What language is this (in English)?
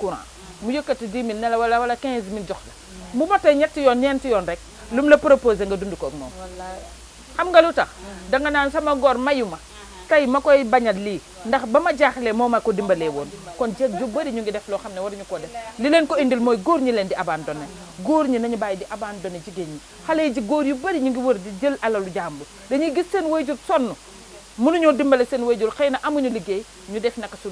Wolof